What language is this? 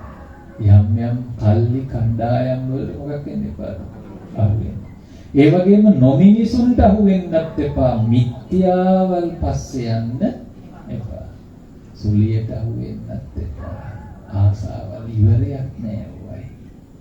Sinhala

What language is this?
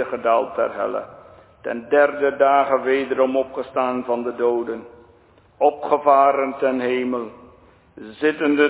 Dutch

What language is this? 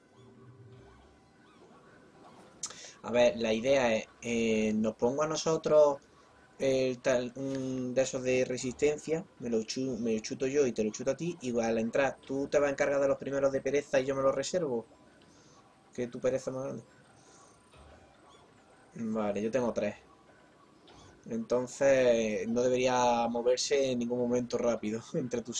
Spanish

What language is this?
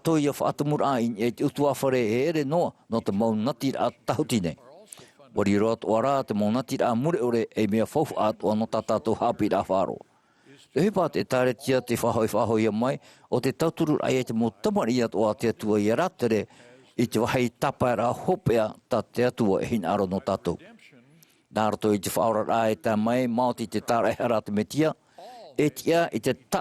Tahitian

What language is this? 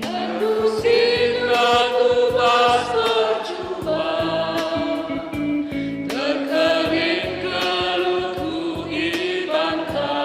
Batak Karo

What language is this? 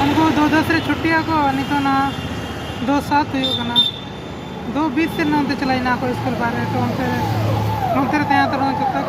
Santali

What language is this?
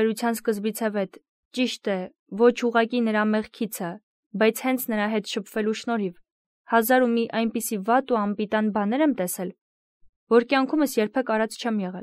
Armenian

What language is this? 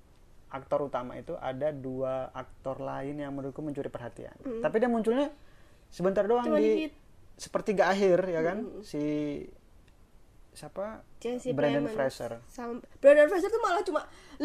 Indonesian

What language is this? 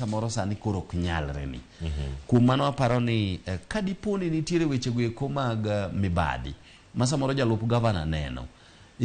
Luo (Kenya and Tanzania)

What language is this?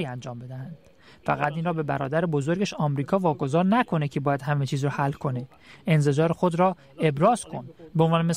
Persian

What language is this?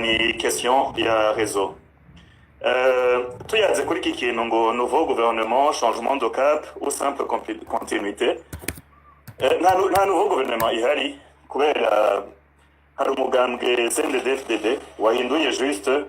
Rundi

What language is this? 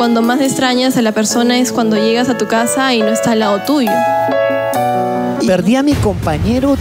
Spanish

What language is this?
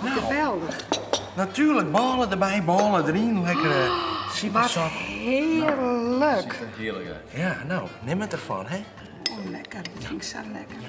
Western Frisian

